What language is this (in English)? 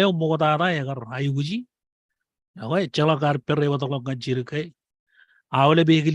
Marshallese